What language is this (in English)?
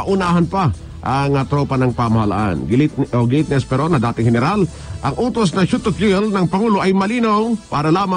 Filipino